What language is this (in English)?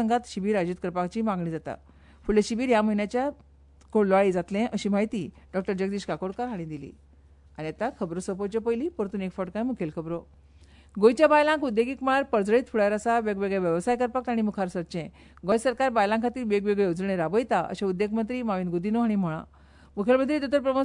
Konkani